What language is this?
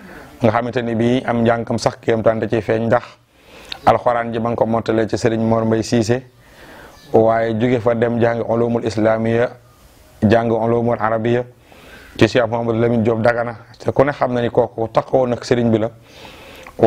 Wolof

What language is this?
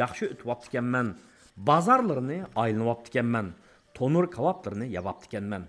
Uyghur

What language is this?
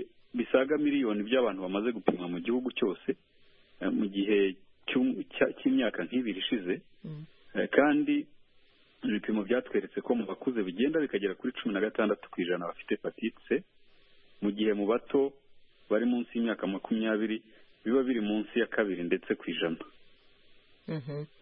Kinyarwanda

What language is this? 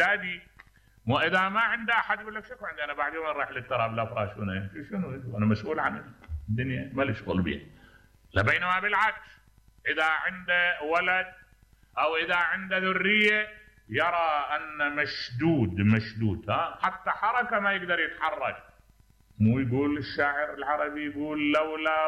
Mesopotamian Arabic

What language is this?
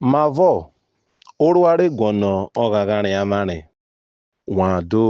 Urhobo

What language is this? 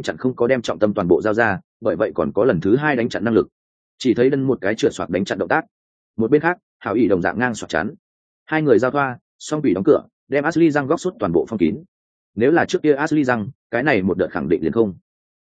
Vietnamese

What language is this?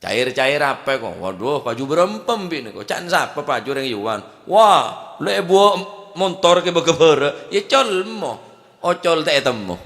Madurese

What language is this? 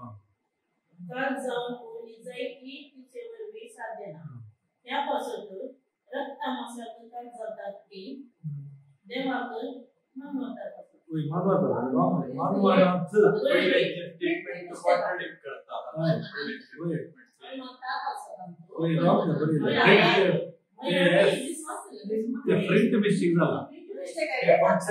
Konkani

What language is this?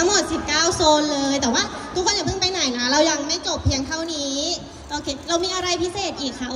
Thai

